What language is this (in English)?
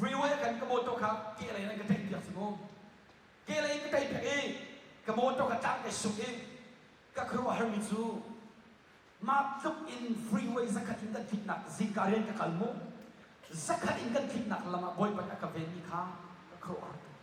Hakha Chin